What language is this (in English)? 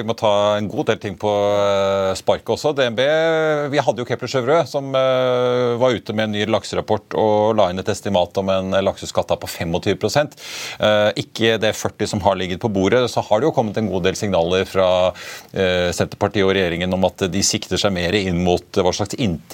Norwegian